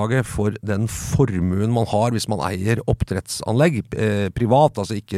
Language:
Norwegian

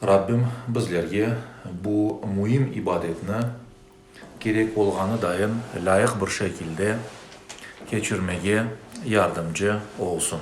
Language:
Crimean Tatar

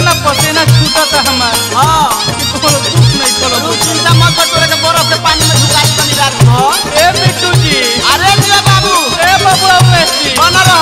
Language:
Bhojpuri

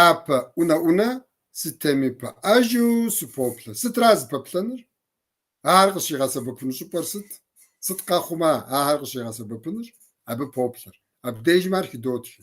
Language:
Kabardian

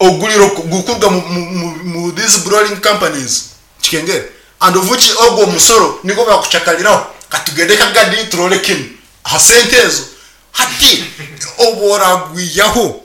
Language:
Nyankole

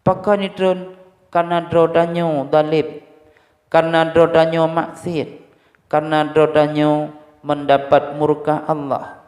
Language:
Achinese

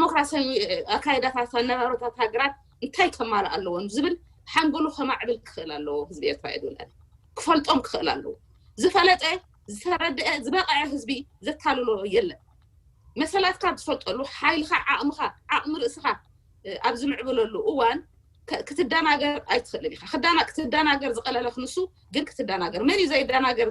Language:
Tigrinya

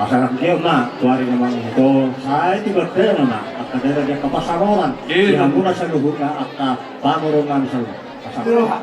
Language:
Batak Toba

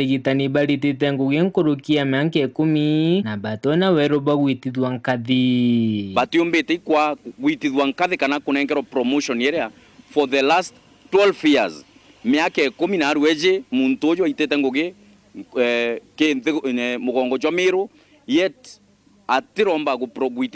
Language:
Meru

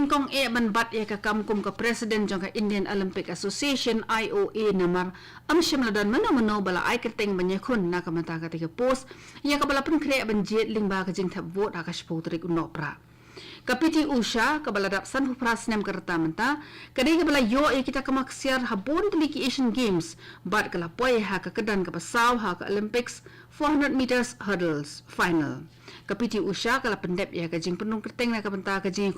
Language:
Khasi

